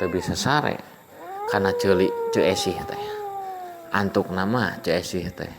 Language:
Sundanese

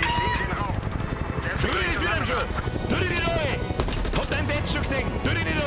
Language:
Bavarian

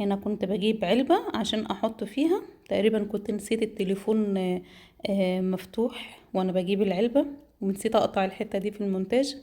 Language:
Egyptian Arabic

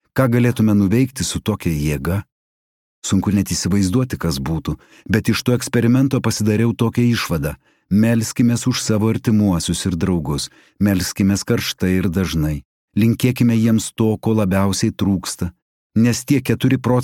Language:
Lithuanian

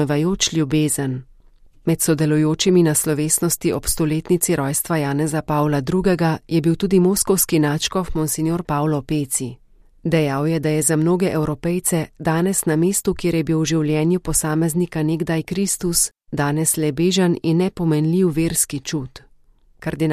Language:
Slovenian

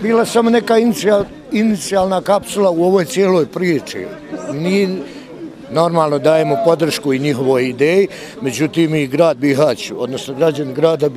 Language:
Bosnian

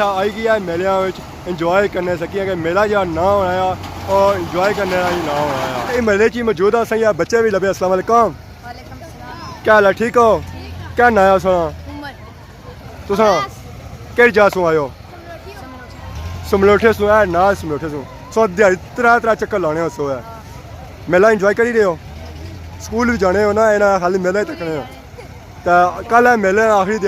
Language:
Pahari-Potwari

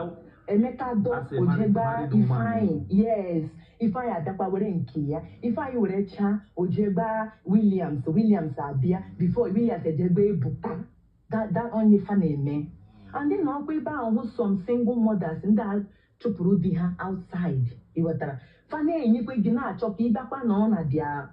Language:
Igbo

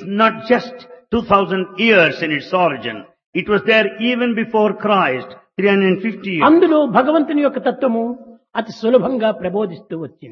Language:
Telugu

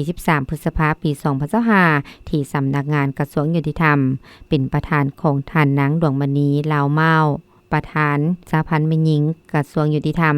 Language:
Lao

